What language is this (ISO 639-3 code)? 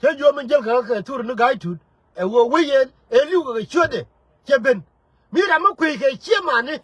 nus